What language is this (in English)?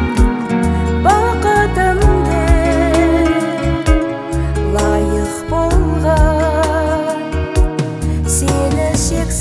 Kazakh